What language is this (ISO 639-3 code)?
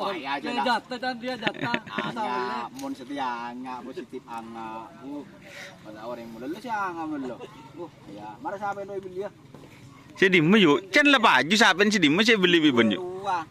mad